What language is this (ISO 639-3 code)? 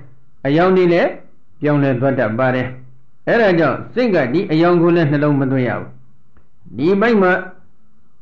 mya